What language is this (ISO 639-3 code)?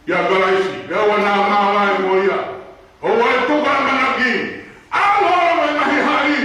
ton